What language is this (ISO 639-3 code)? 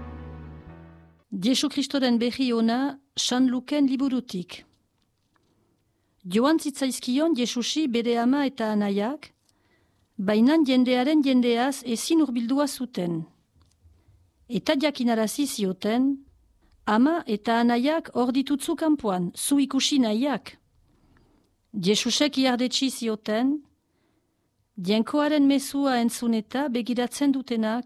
eus